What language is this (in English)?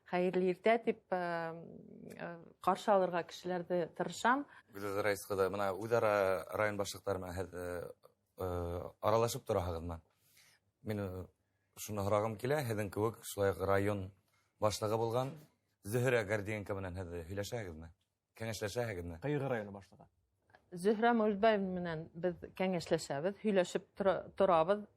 Bashkir